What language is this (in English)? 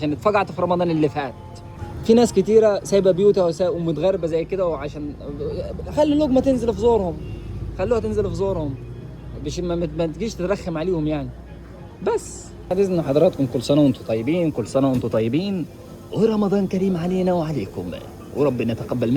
Egyptian Arabic